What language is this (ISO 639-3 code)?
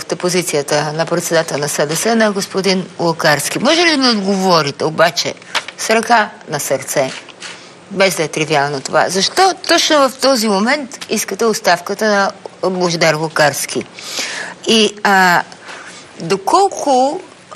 bul